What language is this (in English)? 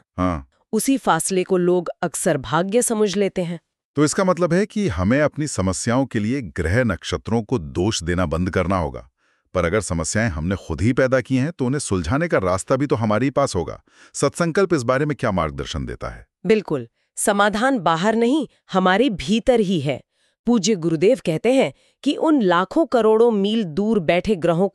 Hindi